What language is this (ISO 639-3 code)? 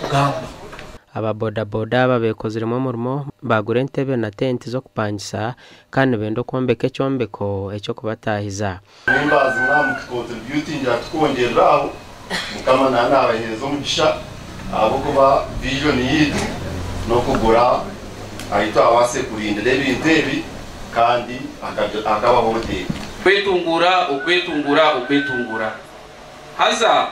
nyn